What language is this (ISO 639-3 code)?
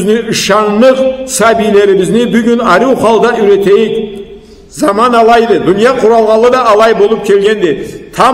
krc